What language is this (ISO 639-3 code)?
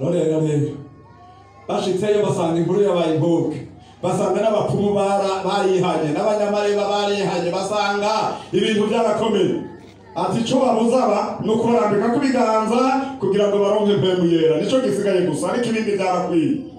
run